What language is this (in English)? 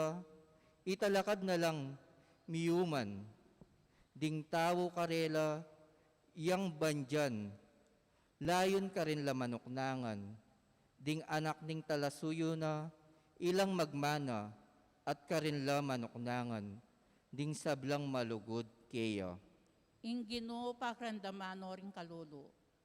Pampanga